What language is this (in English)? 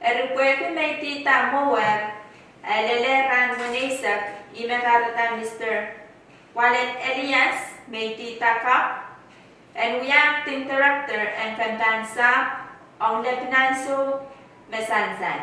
Pohnpeian